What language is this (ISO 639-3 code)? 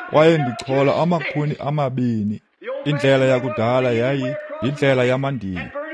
xho